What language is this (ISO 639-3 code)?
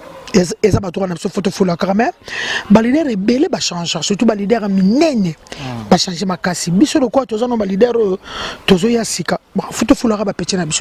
lin